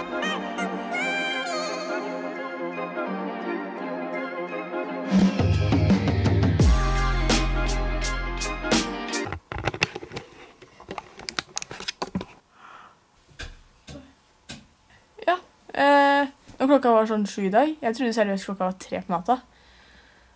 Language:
Norwegian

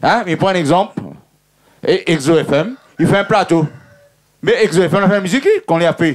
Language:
Réunion Creole French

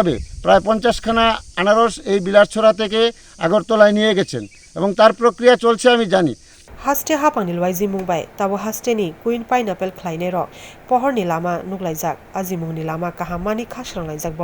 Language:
Kok Borok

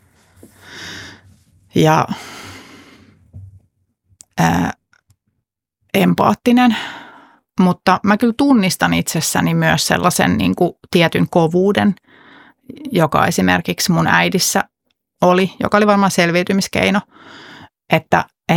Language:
Finnish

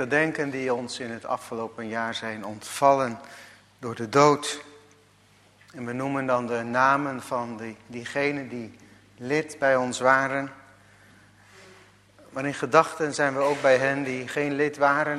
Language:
Dutch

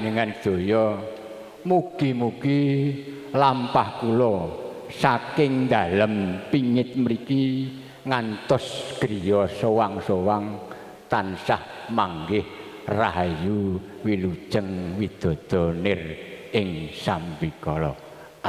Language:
Javanese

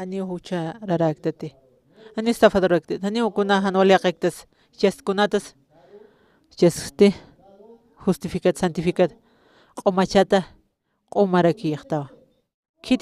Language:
Aymara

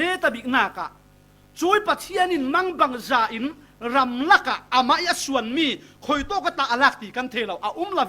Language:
Falam Chin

